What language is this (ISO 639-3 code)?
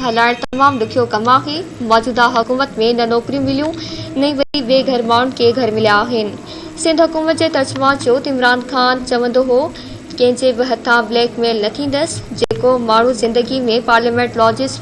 snd